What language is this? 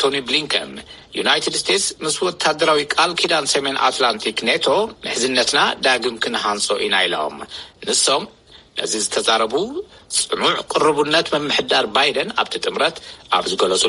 Tigrinya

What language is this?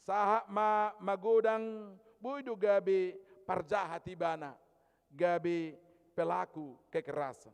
Batak Toba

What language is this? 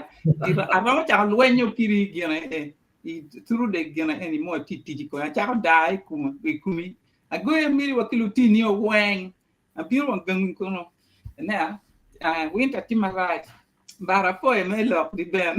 Acoli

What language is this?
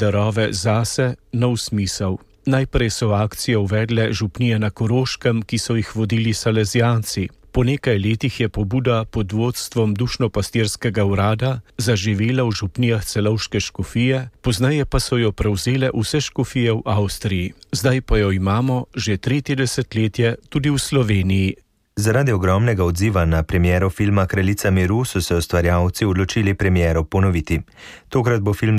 Slovenian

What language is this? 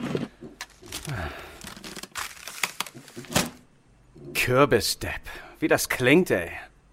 German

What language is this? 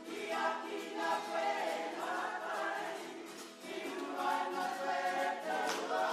Māori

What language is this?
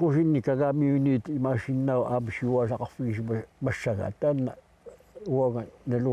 Kalaallisut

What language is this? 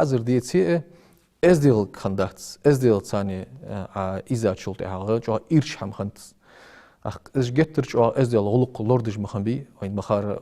Ingush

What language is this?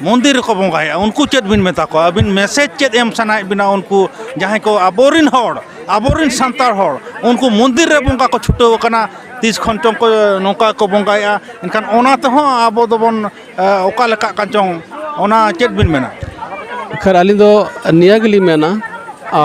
Santali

